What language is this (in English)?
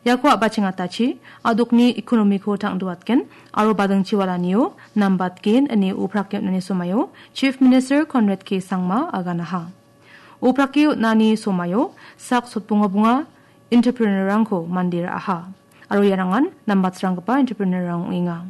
Garo